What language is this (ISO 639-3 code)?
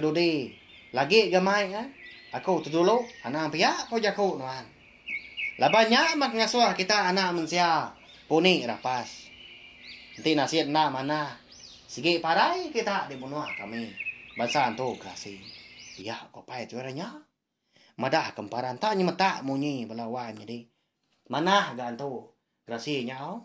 iba